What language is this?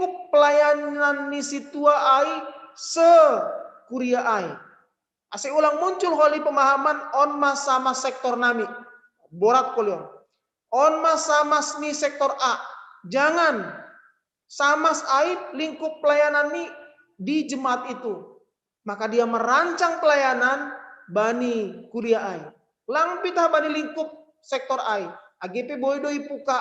Batak Simalungun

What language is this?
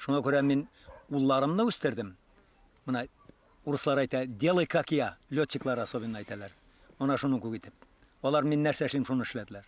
Bashkir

